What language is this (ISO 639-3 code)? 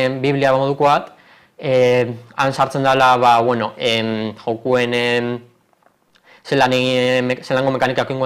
eus